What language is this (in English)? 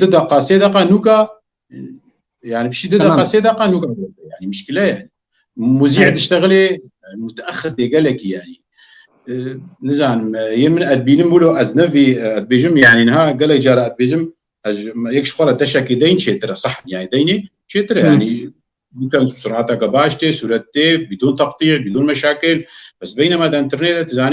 Kurdish